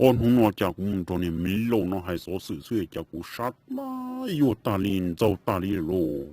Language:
Hmong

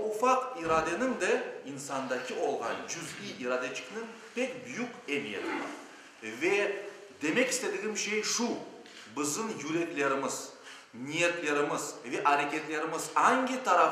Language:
Crimean Tatar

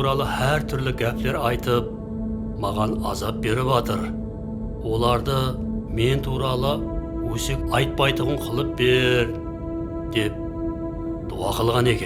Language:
Kara-Kalpak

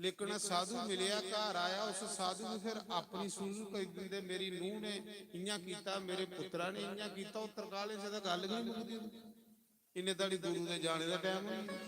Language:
Dogri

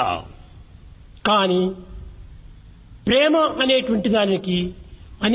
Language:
Telugu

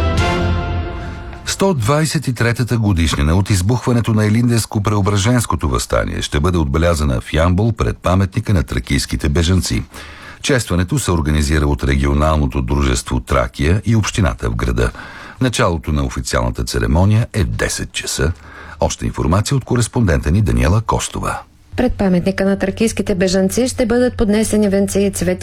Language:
Bulgarian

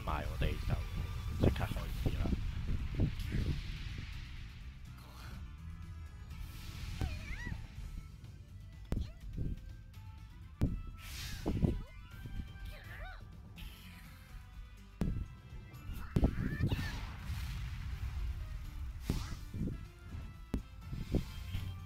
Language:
Cantonese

